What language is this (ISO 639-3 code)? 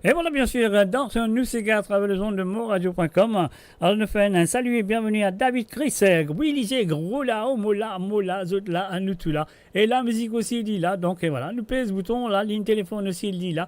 mfe